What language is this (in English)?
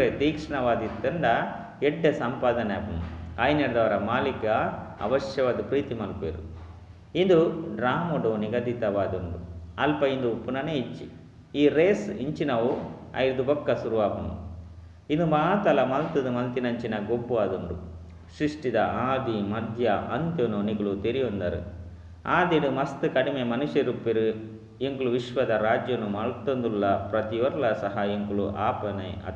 Tulu